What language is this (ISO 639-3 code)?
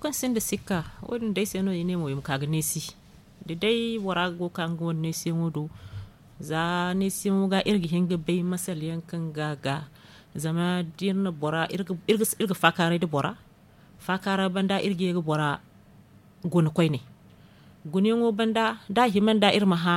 dje